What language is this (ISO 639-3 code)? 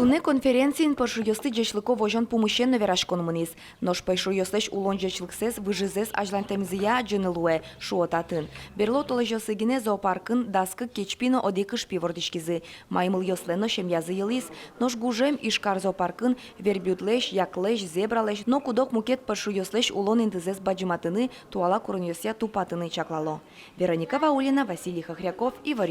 udm